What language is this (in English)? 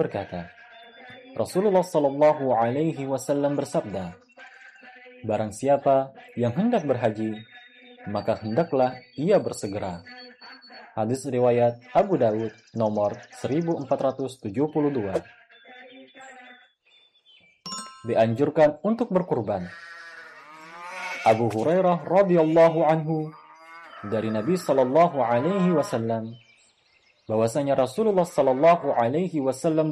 Indonesian